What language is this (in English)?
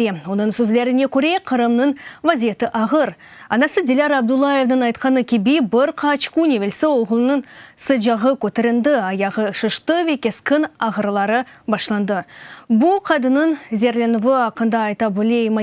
Crimean Tatar